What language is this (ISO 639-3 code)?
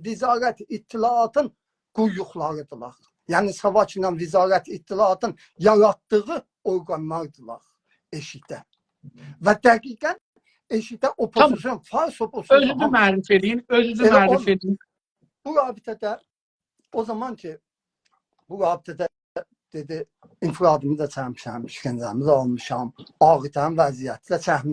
azb